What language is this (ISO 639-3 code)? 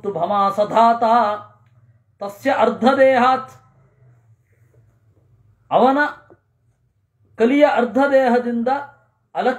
kan